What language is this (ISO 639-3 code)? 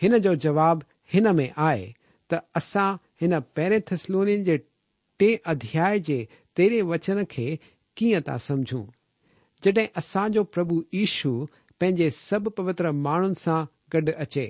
snd